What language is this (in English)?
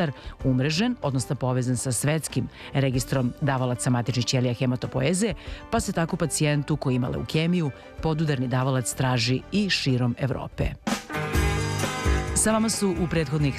Serbian